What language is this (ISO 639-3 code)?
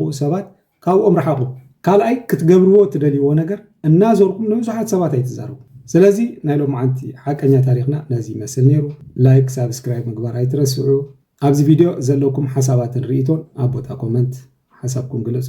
tir